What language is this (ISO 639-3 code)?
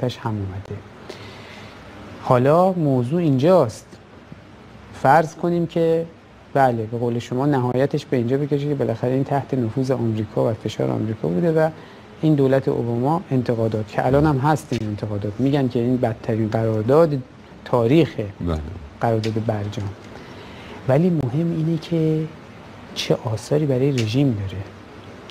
fas